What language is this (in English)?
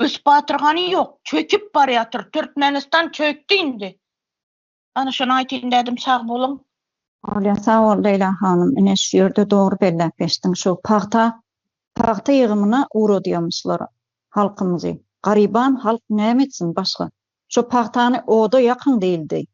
Turkmen